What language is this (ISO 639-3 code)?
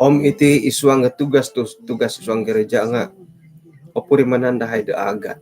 dtp